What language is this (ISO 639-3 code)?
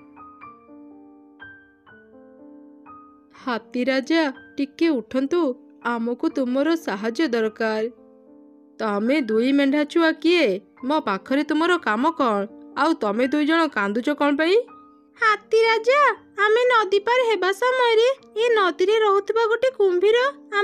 ori